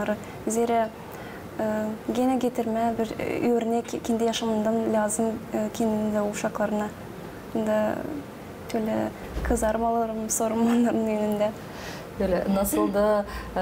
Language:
Gagauz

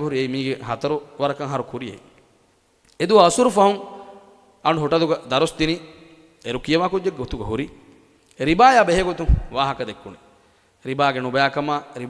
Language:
Divehi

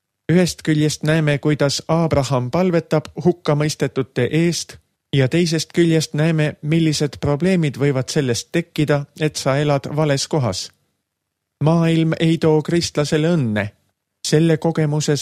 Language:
Estonian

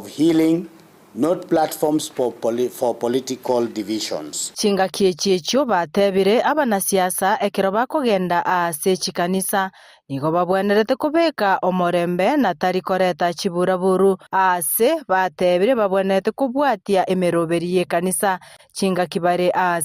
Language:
Gusii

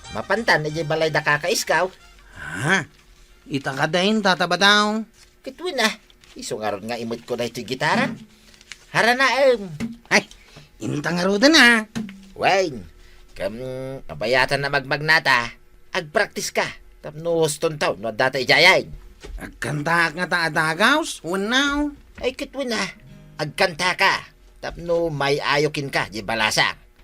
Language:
Iloko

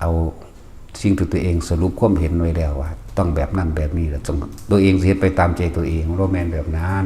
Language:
Northeastern Thai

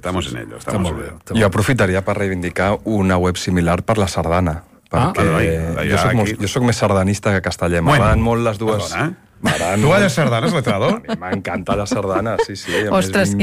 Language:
Catalan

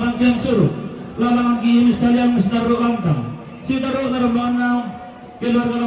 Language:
Toraja-Sa'dan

